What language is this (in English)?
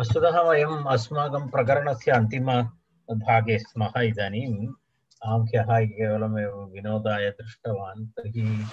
Sanskrit